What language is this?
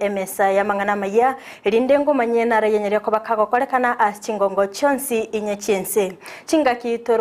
Gusii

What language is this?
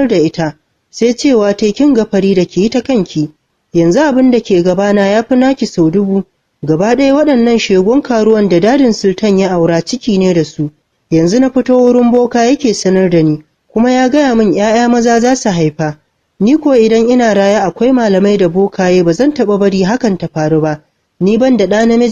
Hausa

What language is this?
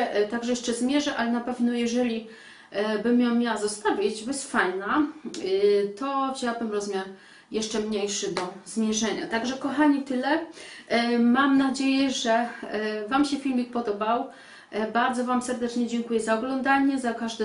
Polish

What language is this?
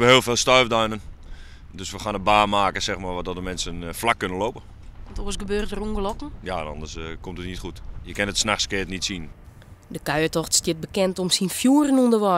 Western Frisian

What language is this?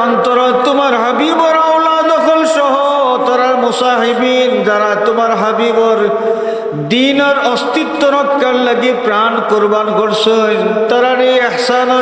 Sylheti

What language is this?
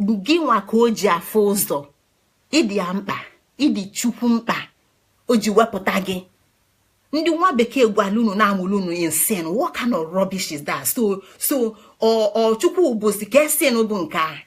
Igbo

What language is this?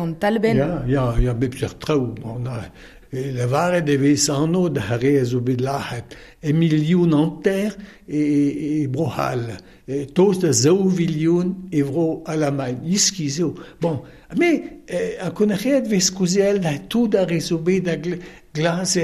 Breton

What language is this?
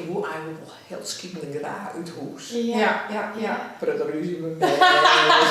Western Frisian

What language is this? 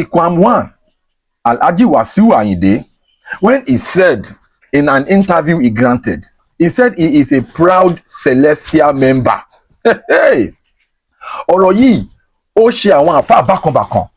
Yoruba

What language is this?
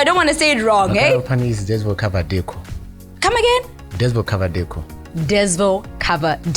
Tswana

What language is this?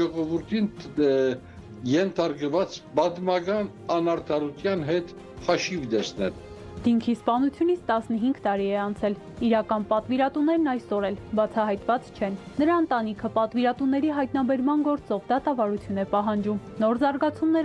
Armenian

